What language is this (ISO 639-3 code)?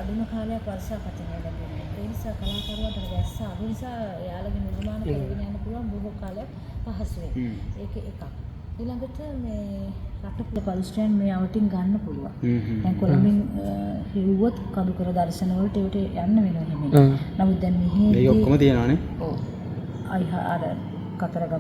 sin